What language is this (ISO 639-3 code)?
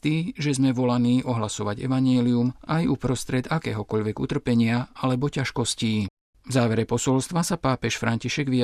slk